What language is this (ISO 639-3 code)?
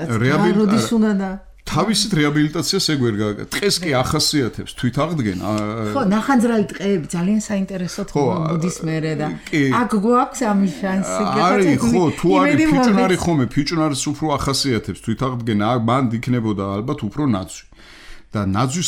kat